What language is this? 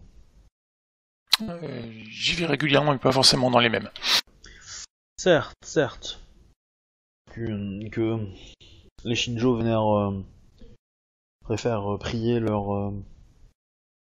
French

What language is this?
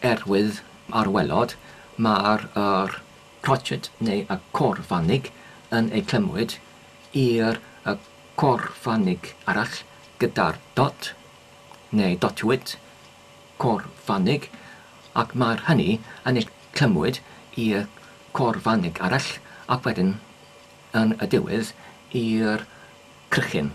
Welsh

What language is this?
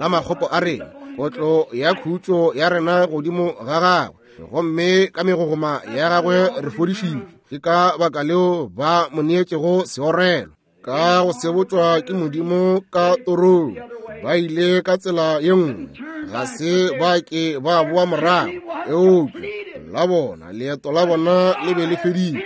Northern Sotho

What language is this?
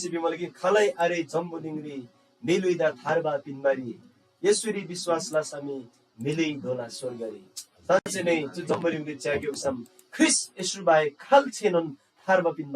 Eastern Tamang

